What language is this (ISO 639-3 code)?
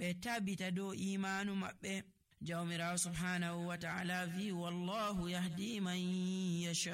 fuv